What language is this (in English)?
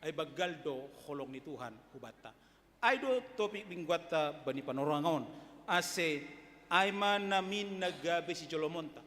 Batak Simalungun